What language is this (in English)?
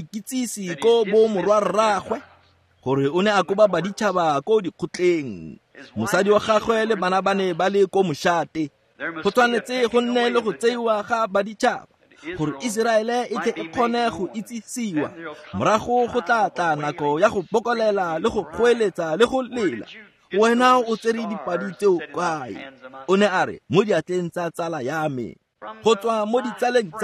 Tswana